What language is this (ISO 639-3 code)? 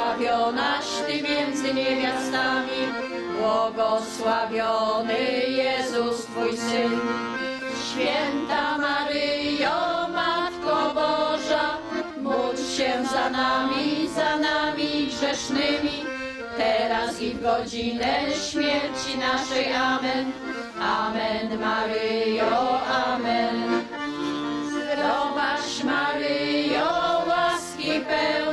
pol